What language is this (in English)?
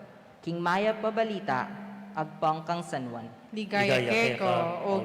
Pampanga